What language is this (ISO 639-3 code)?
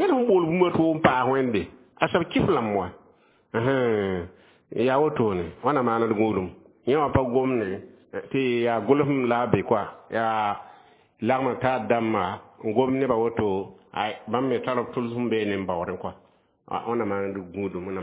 mos